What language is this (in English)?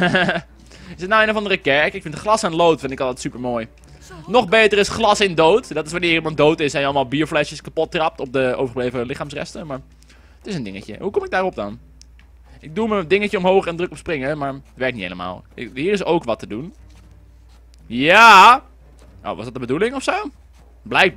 Dutch